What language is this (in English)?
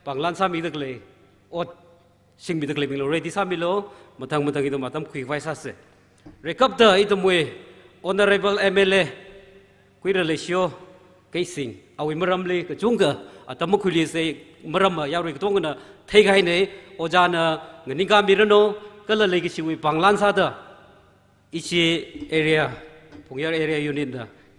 Tangkhul Naga (India)